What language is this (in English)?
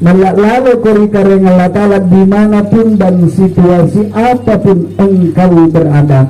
Makasar